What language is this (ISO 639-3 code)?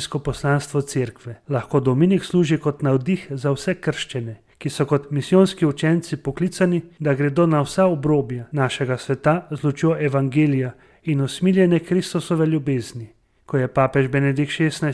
slv